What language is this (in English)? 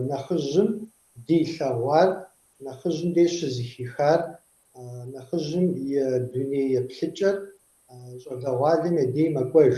Kabardian